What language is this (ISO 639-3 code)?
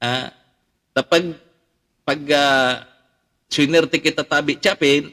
bik